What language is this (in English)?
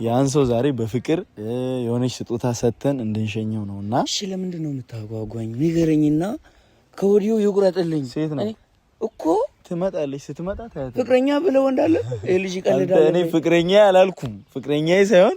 Amharic